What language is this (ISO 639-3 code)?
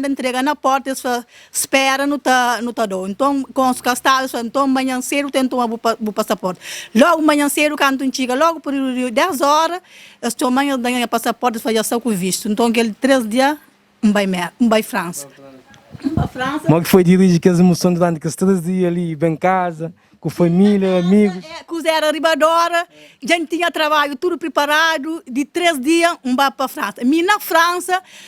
kea